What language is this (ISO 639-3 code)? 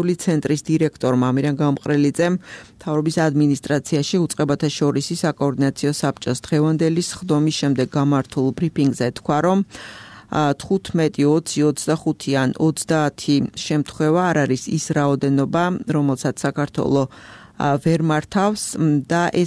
kat